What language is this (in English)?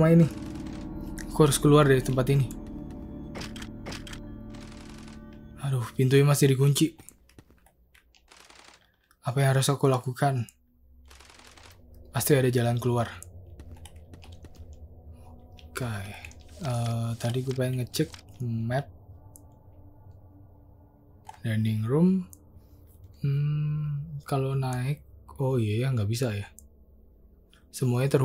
Indonesian